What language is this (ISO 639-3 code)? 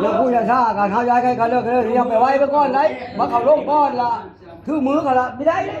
lao